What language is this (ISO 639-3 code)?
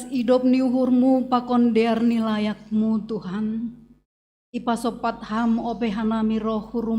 bts